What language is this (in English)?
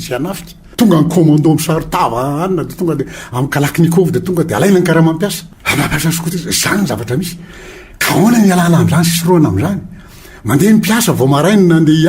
Malagasy